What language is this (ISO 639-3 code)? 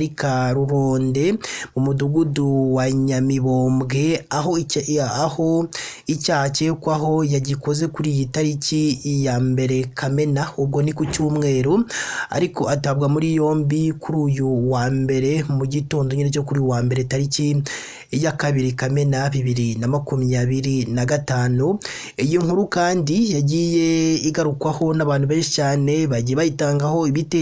kin